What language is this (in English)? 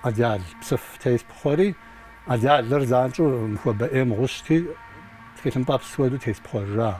Kabardian